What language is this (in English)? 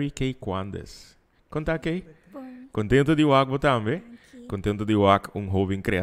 Papiamento